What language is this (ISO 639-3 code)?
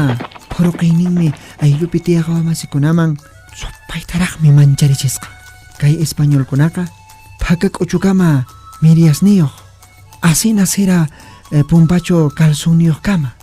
que